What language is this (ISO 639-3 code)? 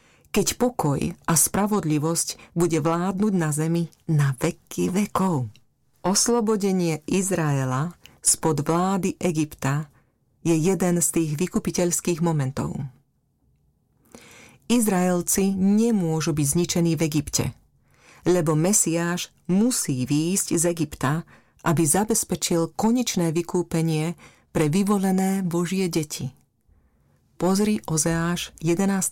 slk